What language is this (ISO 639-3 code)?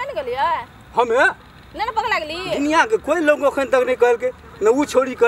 mai